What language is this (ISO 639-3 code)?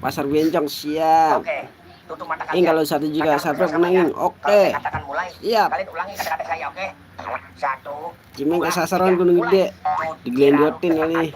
bew